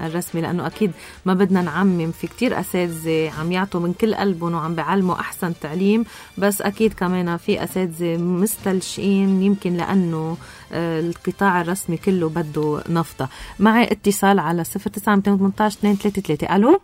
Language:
North Levantine Arabic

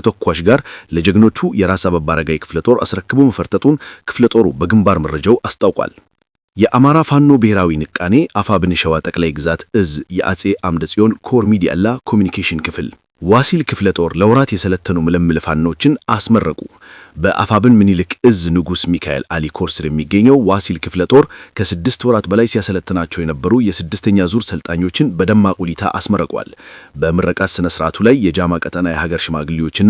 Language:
Amharic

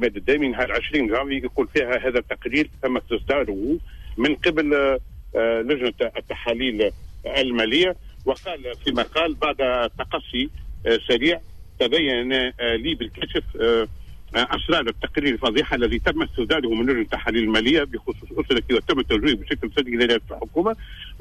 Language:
Tunisian Arabic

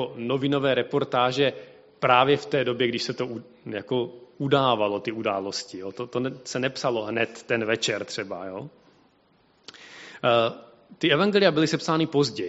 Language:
Czech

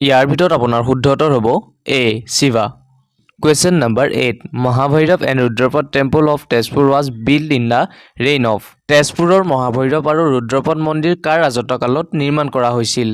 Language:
Assamese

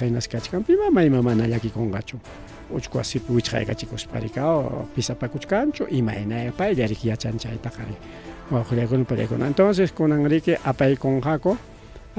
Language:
Ayacucho Quechua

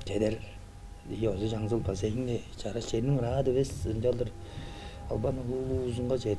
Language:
Tuvinian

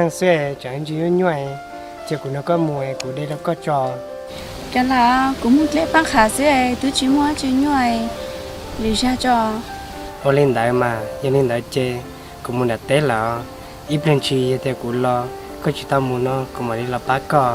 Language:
Hmong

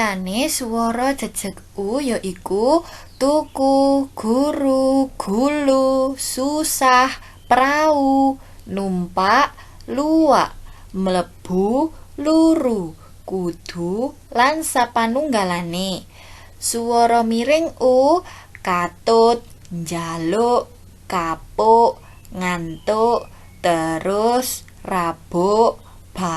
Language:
Javanese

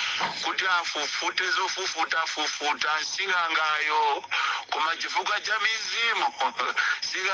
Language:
Nyanja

